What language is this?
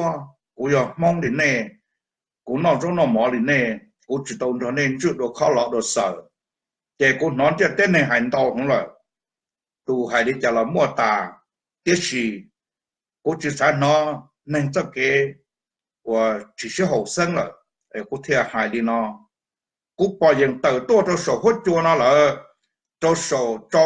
Hmong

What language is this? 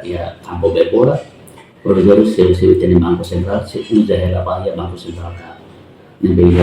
Tetum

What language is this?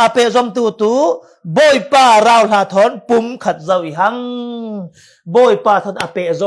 Falam Chin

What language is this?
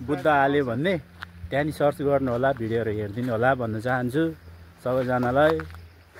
Nepali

